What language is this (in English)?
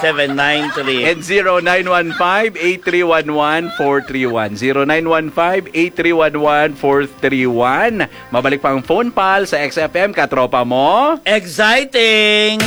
Hiligaynon